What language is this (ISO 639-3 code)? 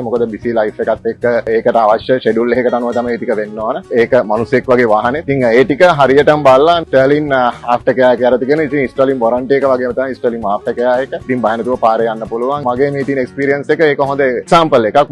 sin